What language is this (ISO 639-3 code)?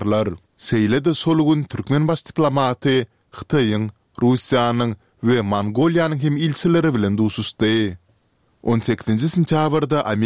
tuk